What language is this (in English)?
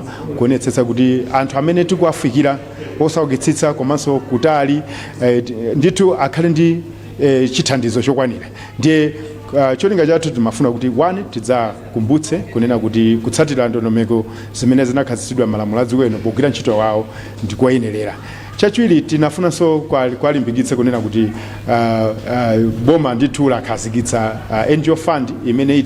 Nyanja